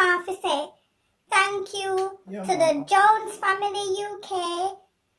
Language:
Jamaican Creole English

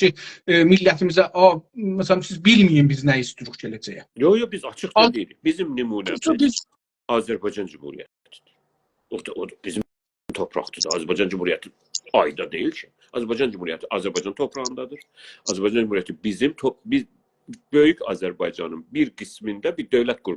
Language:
South Azerbaijani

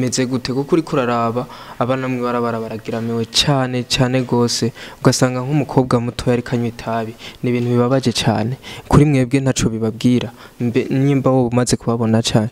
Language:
Rundi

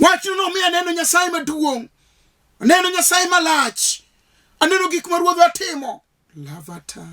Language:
Luo (Kenya and Tanzania)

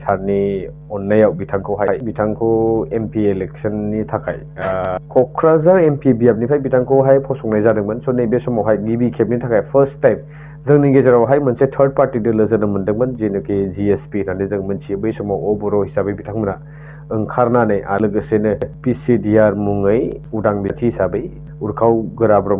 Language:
Bodo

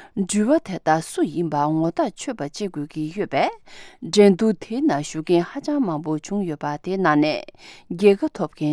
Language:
Tibetan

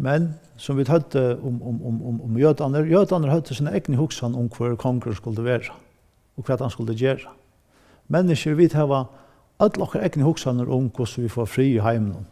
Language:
Faroese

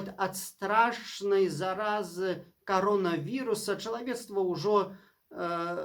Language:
Belarusian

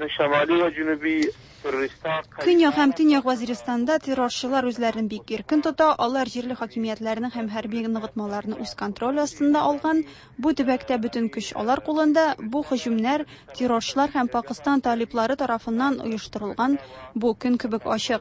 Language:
Tatar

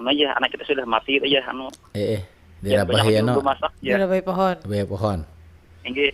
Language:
Banjar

